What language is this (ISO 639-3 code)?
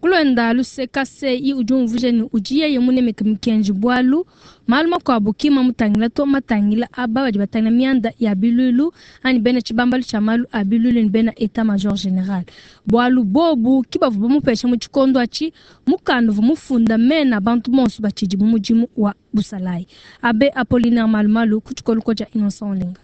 lua